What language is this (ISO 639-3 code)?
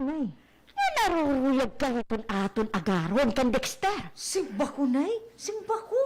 war